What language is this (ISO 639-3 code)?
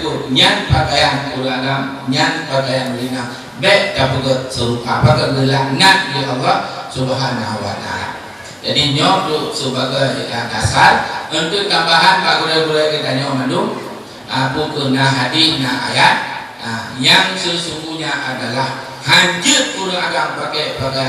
ace